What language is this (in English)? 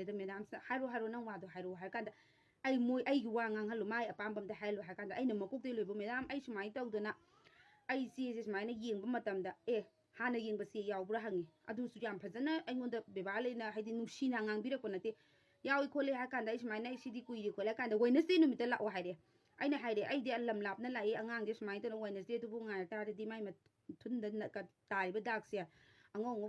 Manipuri